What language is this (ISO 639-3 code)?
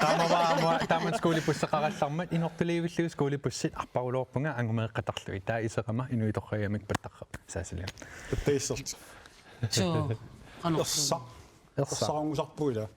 kal